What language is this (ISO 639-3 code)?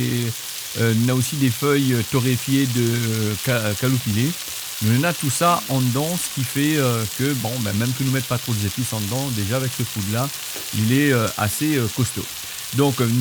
rcf